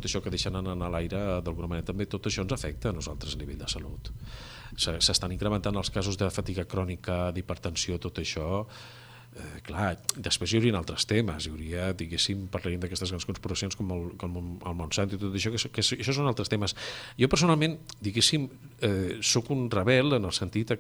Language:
Catalan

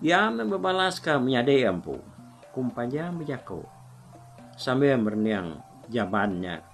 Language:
Iban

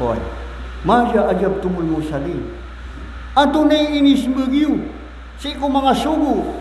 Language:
Maranao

